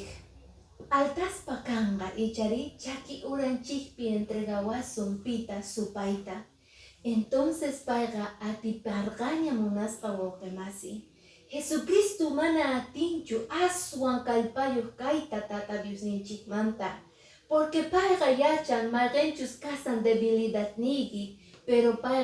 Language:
Quechua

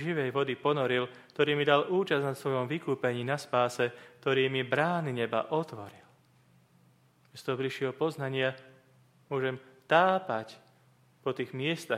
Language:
Slovak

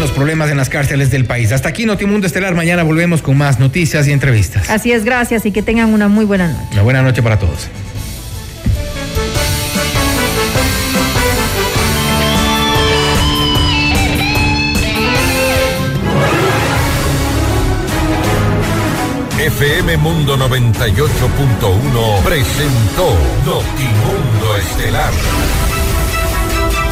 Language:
Spanish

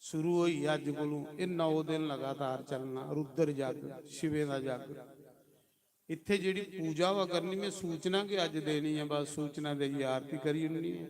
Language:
Dogri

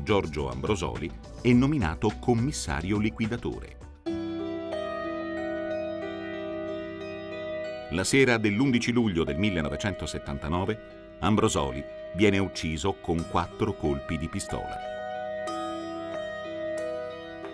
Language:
Italian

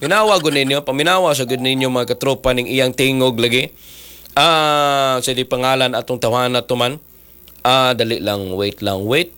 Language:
Cebuano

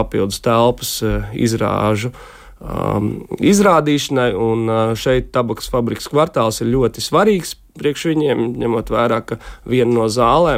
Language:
Latvian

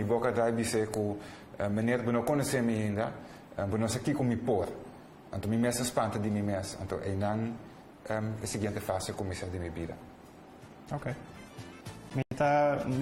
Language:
Papiamento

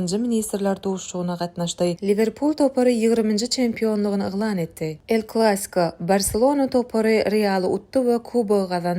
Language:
Turkmen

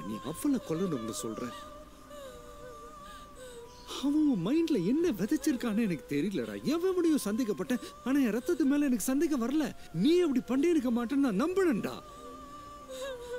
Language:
Tamil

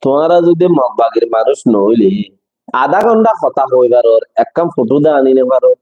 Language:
Rohingya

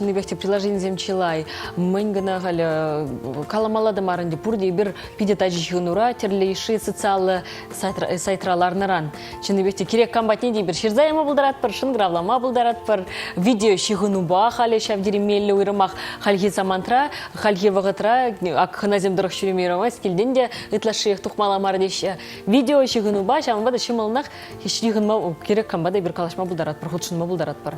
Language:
Chuvash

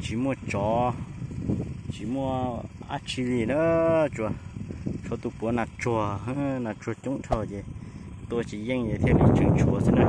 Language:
Hmong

